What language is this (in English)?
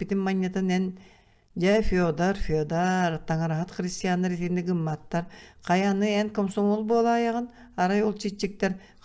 Yakut